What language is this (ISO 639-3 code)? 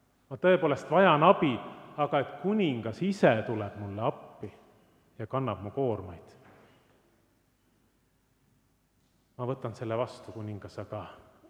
est